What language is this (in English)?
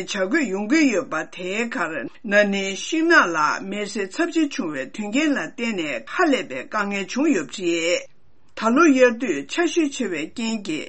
Tibetan